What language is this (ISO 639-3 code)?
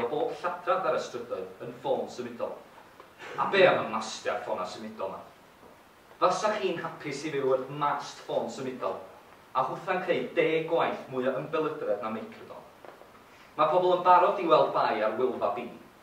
cym